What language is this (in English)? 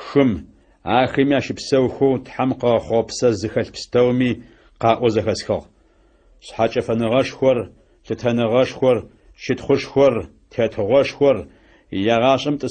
Adyghe